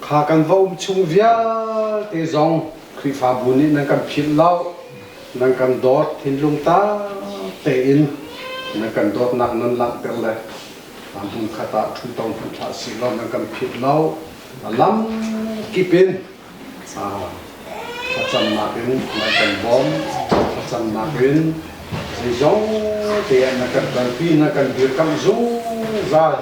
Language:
Hakha Chin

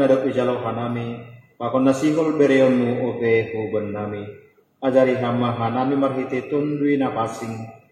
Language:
Batak Simalungun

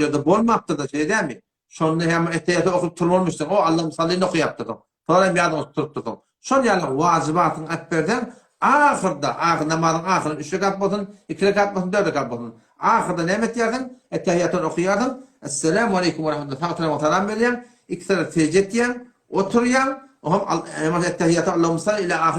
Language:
Turkmen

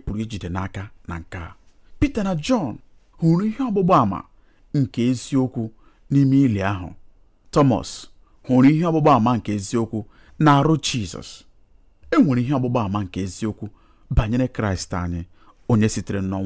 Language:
Igbo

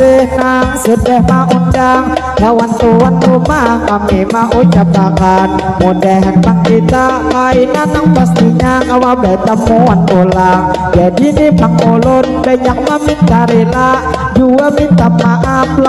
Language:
Banjar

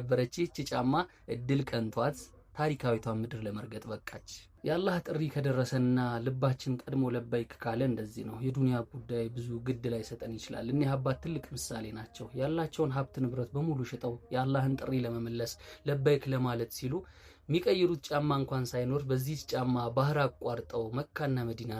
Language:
Amharic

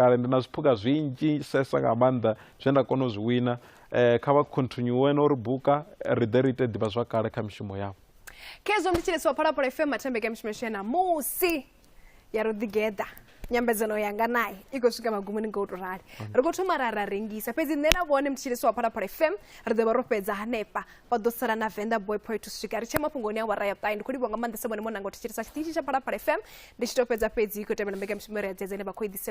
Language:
Venda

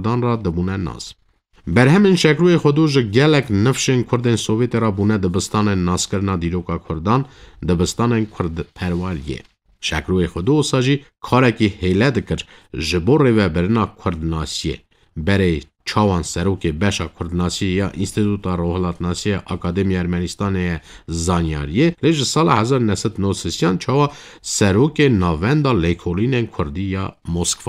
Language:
Kurdish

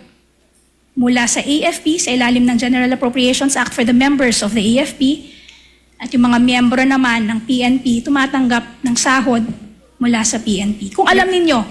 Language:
Filipino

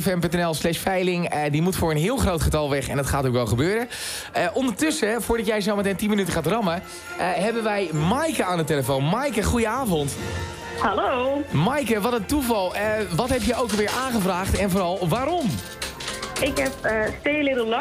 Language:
Dutch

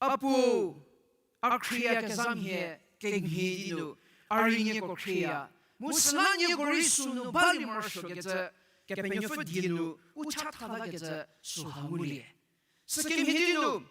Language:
Angami Naga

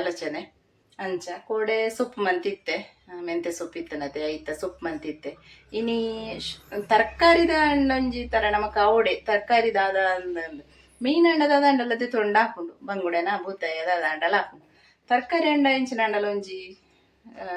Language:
Tulu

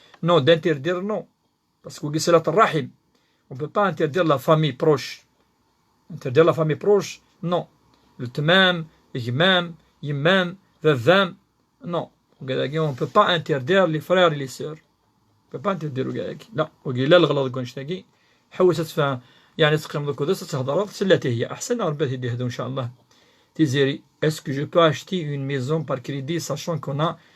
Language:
Kabyle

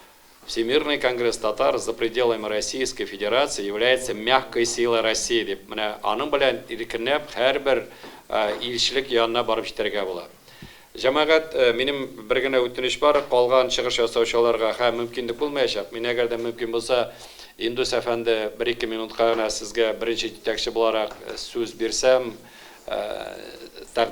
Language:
Tatar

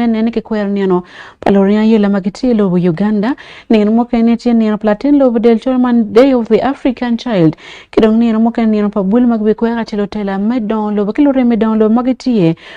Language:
Acoli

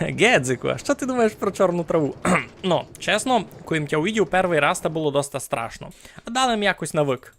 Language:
Rusyn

